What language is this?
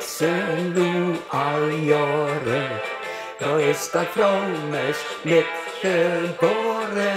Limburgish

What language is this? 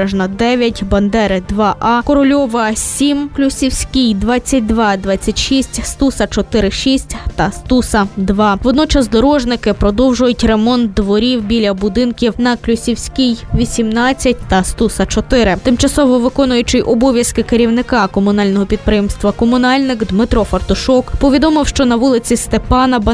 Ukrainian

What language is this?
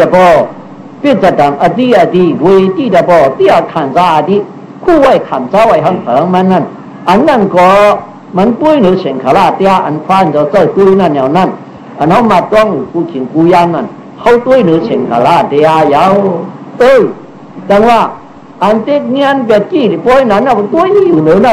Shan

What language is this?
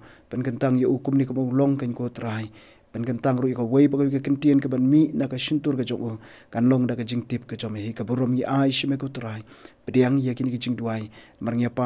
Khasi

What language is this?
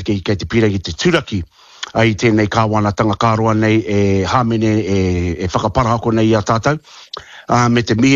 Māori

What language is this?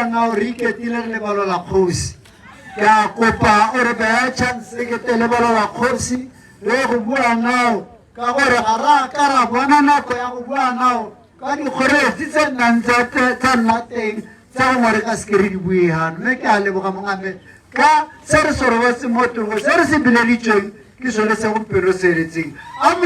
Tswana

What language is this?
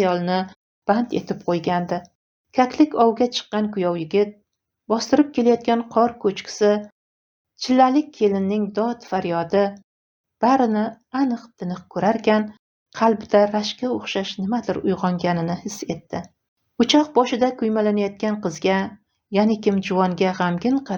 Uzbek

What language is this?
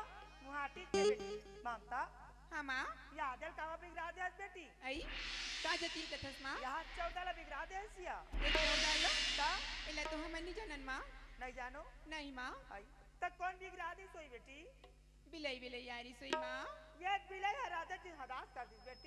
Chhattisgarhi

